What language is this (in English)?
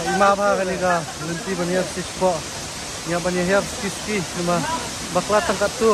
Khasi